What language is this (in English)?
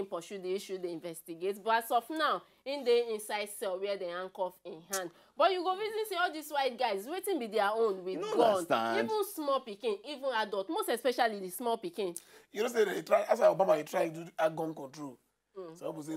Nigerian Pidgin